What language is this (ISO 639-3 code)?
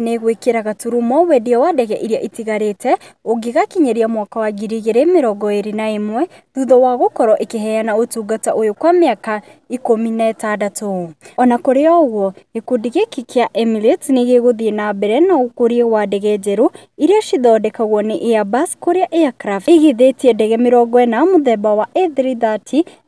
kik